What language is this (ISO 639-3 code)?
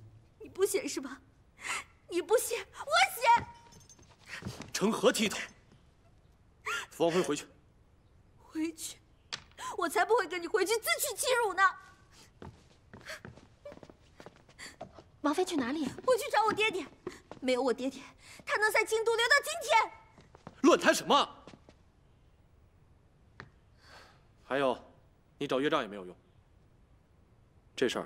zho